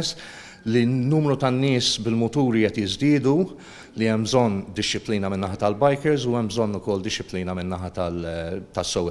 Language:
Maltese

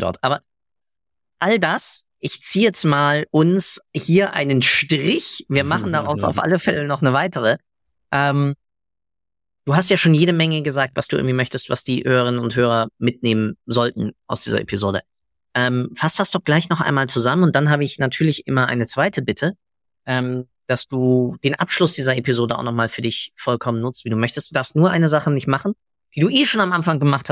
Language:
German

